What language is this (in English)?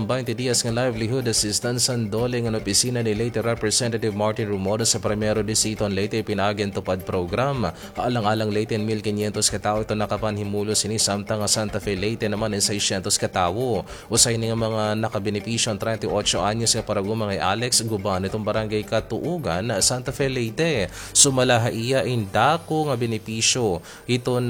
Waray